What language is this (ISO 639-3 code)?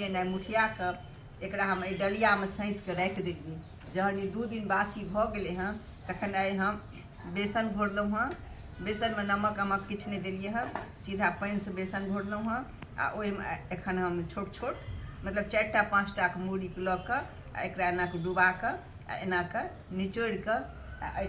mai